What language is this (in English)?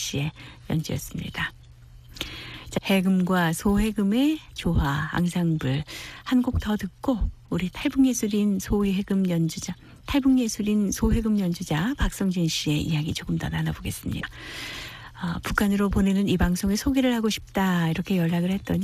Korean